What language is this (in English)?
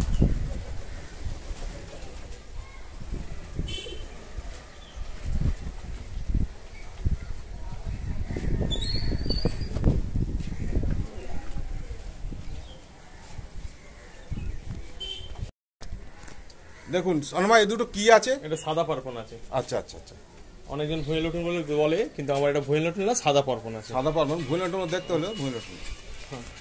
Bangla